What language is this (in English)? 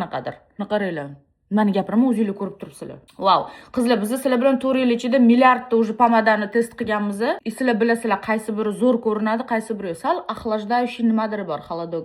Uzbek